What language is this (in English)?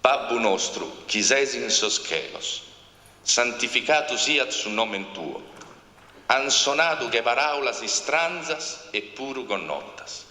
Sardinian